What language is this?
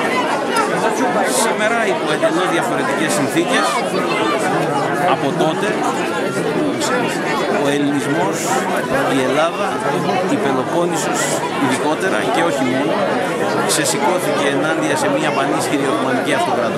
Greek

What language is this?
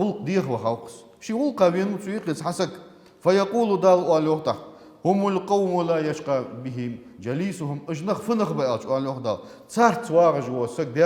Ingush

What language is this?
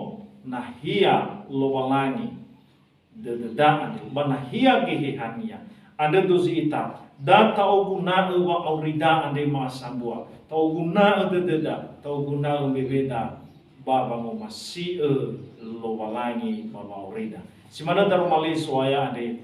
Nias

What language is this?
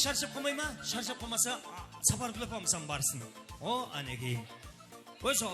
Kara-Kalpak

